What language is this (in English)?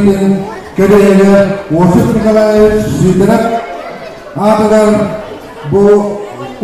Yakut